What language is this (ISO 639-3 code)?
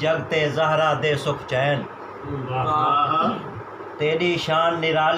skr